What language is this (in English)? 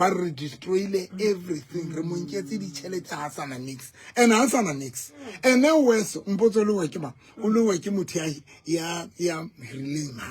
Southern Sotho